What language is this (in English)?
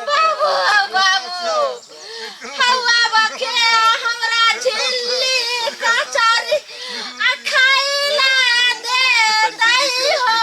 Maithili